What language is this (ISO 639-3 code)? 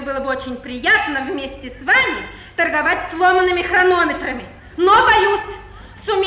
rus